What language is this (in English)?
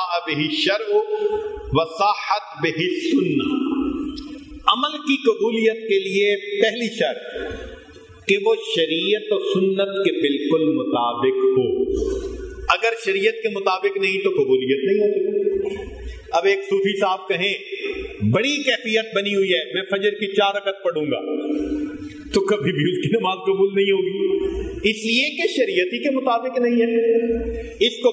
Urdu